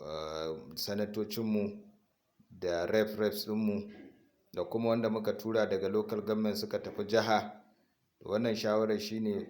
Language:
Hausa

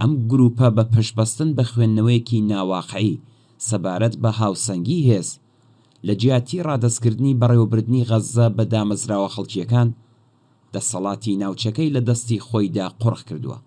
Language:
Central Kurdish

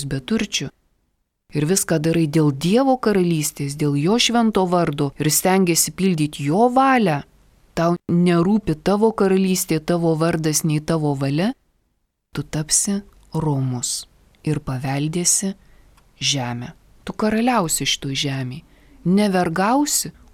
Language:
Lithuanian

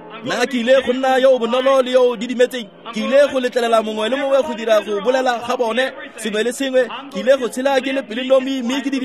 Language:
Tswana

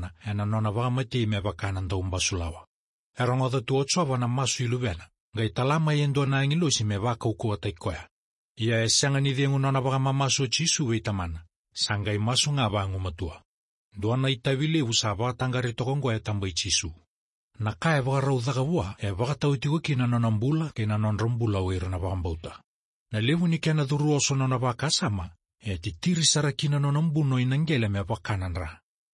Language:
Fijian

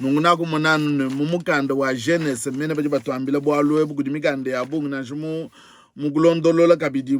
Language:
Luba-Lulua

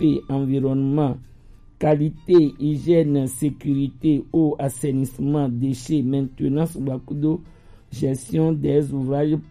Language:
Gen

